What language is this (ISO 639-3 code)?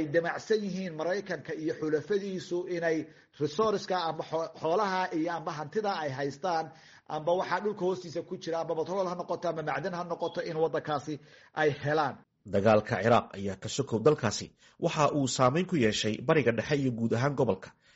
som